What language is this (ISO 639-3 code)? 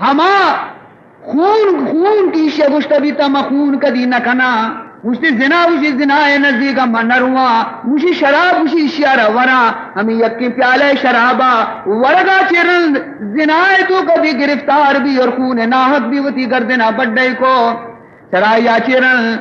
bal